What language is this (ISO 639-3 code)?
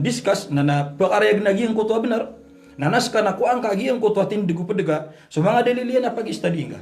mrw